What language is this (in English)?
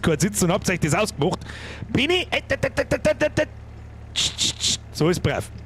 Bavarian